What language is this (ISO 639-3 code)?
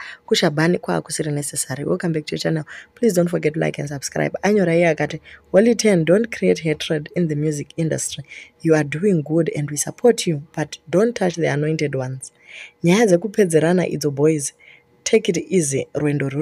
sna